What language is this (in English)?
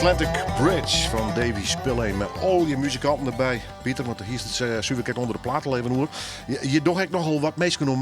Western Frisian